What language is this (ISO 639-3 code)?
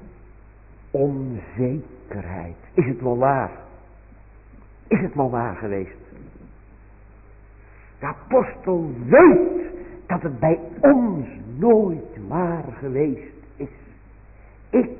nld